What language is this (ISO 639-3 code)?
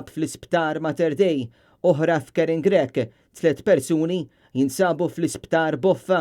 mlt